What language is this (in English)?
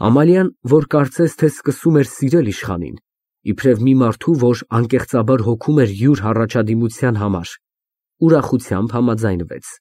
Armenian